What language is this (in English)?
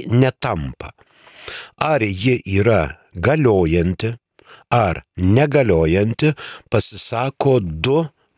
Lithuanian